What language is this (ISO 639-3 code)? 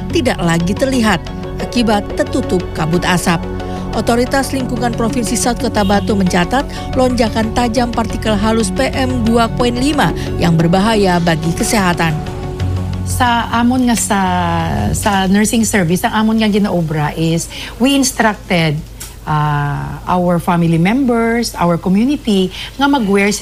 ind